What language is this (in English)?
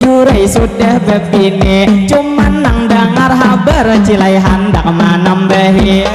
Banjar